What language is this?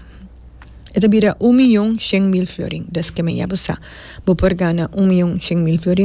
Papiamento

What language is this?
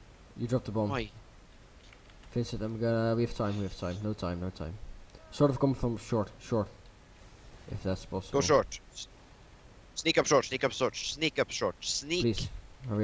English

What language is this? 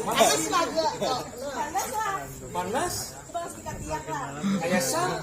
Banjar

